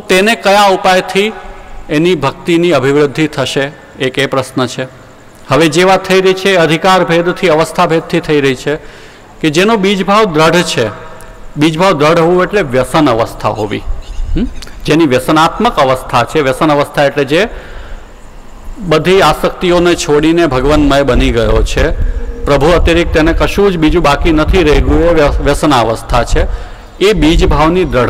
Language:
Gujarati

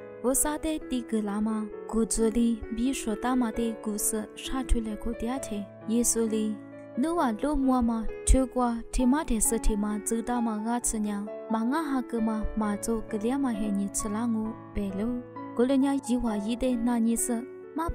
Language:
Lisu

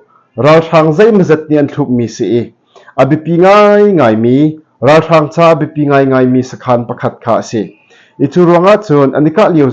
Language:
Hakha Chin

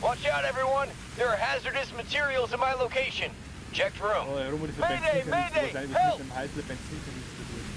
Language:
Bavarian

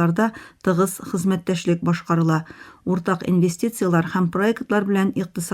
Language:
Tatar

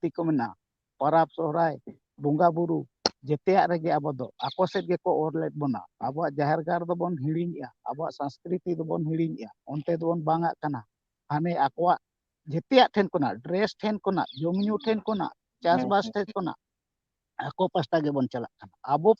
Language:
Santali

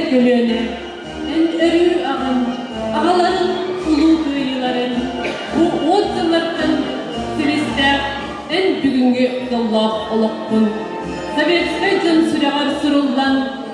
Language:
Yakut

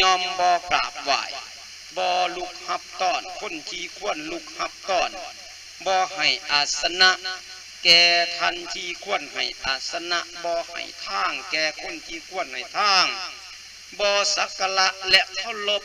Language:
Lao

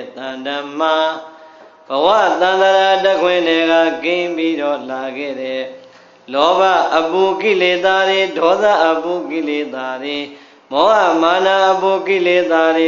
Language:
Burmese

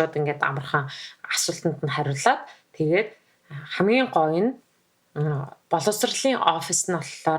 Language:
Mongolian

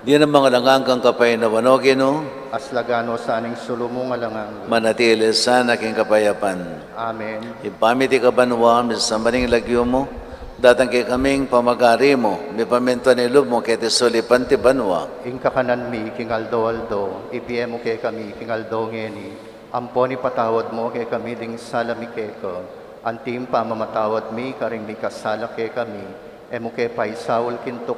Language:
Pampanga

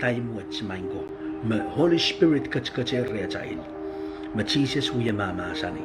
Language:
Pohnpeian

